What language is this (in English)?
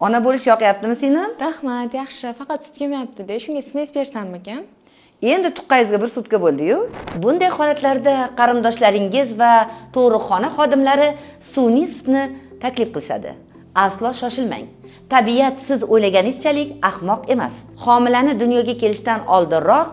Uzbek